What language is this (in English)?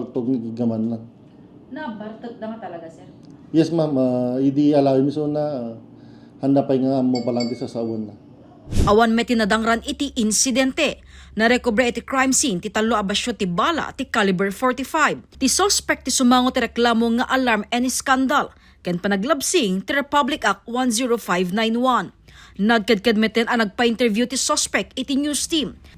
Iloko